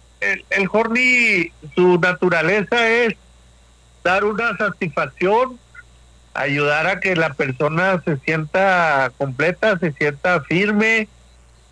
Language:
Spanish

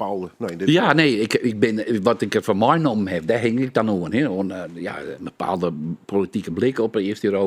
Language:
Western Frisian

